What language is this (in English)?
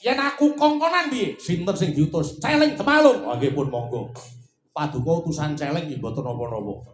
Javanese